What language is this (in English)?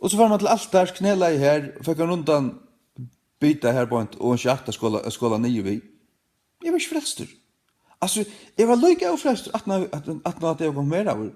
Faroese